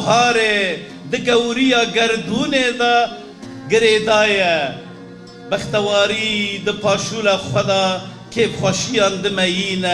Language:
Kurdish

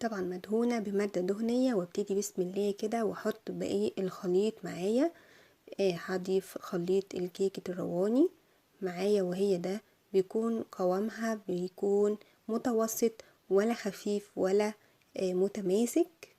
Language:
Egyptian Arabic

